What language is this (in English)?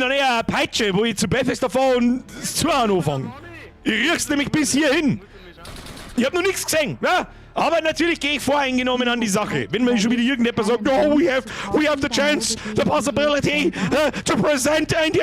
Bavarian